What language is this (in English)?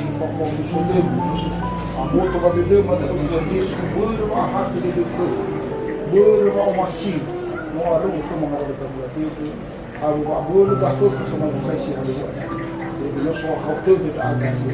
Nias